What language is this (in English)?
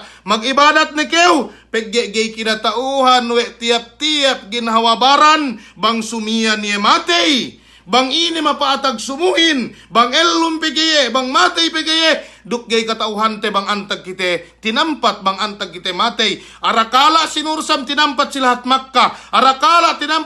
Yakan